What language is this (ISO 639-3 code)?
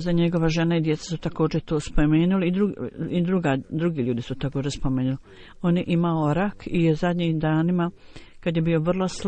bos